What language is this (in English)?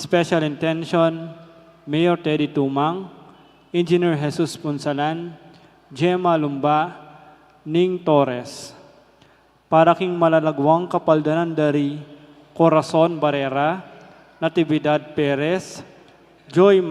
Pampanga